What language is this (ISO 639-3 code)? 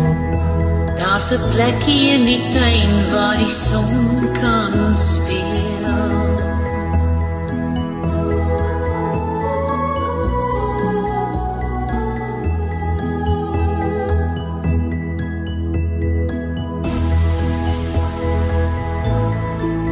afr